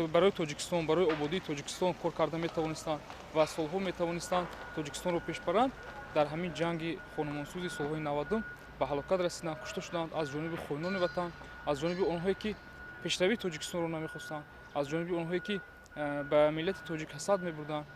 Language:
Tajik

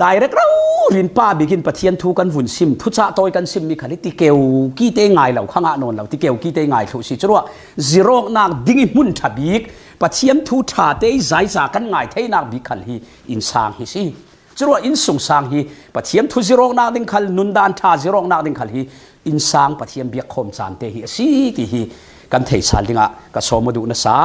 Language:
Falam Chin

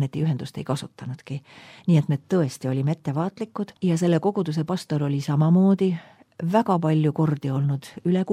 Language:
Estonian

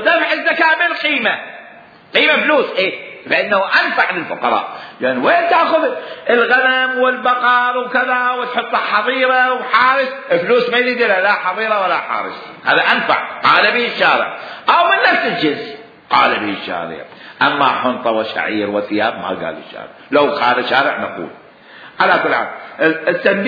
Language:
Mesopotamian Arabic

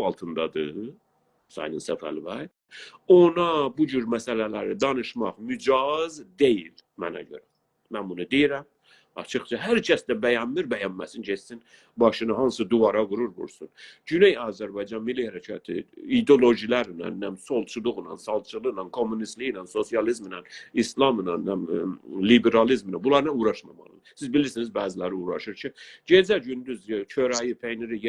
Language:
South Azerbaijani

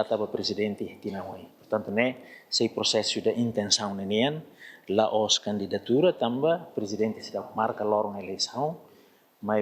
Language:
Tetum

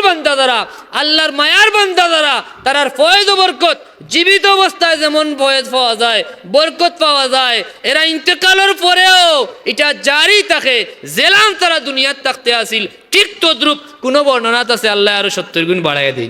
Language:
Sylheti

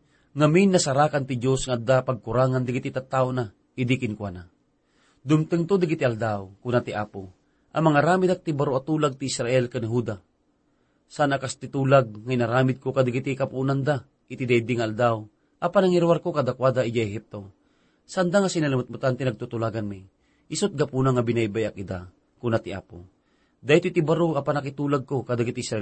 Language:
Iloko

